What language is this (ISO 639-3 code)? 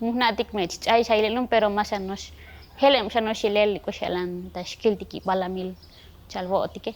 tzo